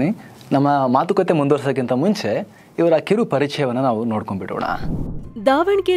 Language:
Kannada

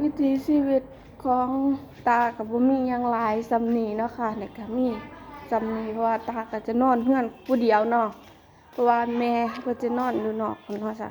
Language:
Northeastern Thai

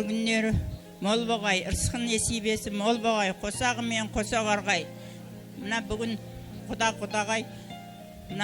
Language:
Kara-Kalpak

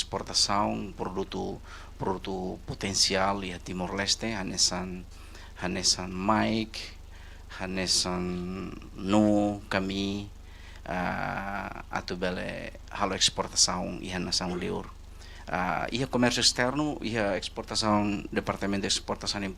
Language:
Tetum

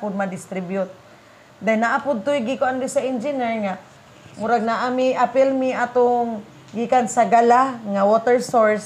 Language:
Cebuano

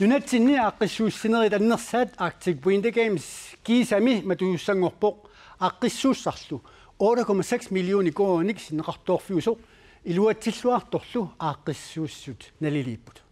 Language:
Kalaallisut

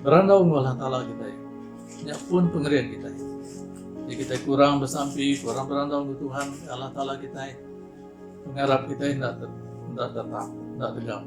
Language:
Iban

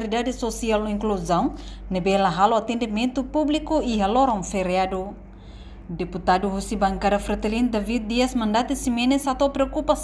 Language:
Tetum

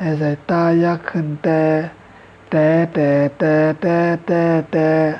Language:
Shan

